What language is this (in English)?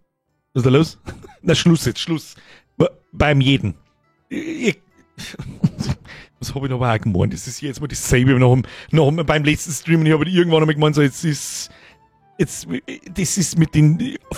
Bavarian